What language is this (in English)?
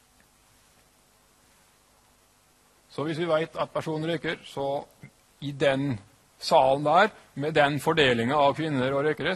Norwegian